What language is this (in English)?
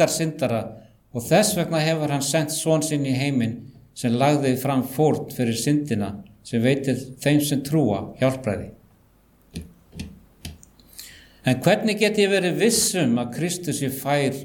Icelandic